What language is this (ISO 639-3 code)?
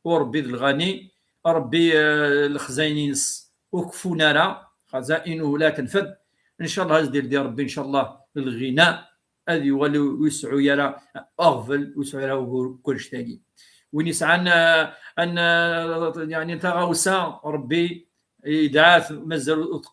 kab